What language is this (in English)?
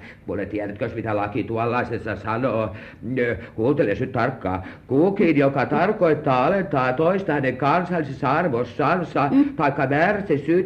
Finnish